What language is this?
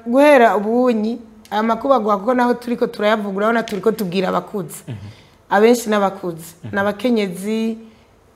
Rundi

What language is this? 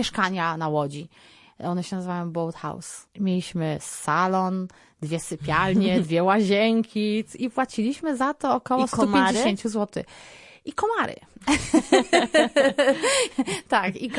Polish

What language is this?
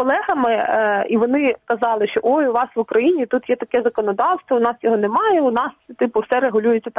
Ukrainian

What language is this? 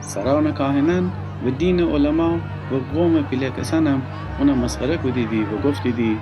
Gilaki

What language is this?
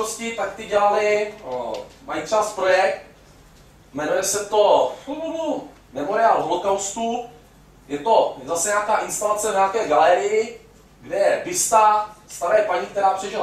Czech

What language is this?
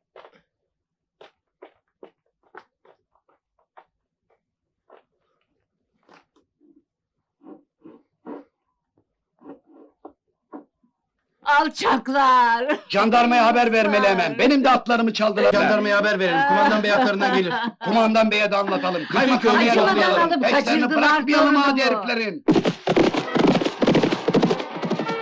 Turkish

